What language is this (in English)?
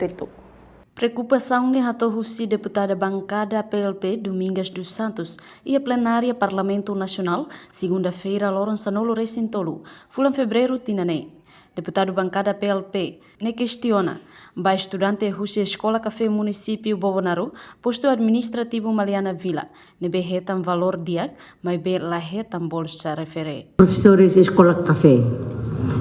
Tetum